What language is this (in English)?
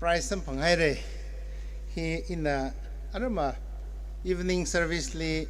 Tangkhul Naga (India)